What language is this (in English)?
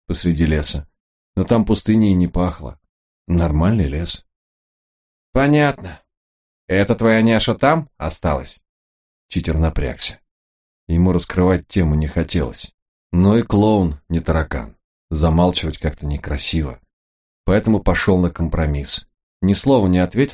Russian